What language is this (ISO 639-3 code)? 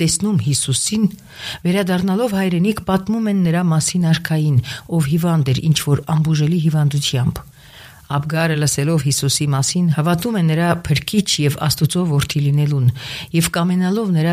hye